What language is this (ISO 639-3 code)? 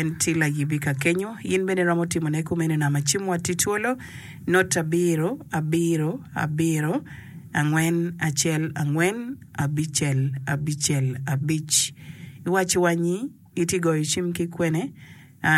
ach